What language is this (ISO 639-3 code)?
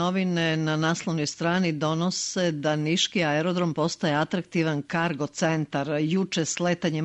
srp